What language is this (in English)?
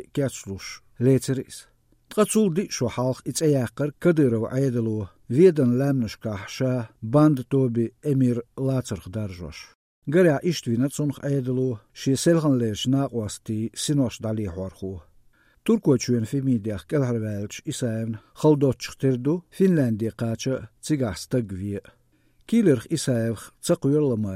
Chechen